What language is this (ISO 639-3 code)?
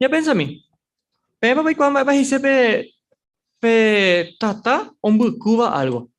grn